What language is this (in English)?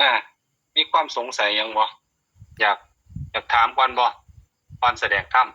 Northeastern Thai